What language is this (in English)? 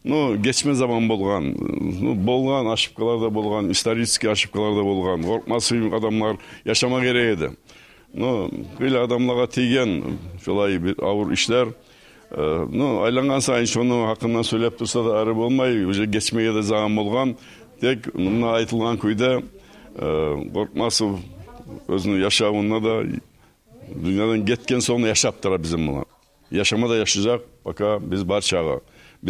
Kumyk